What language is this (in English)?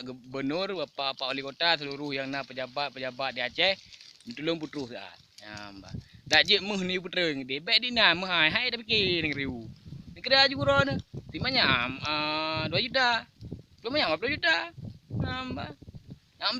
Achinese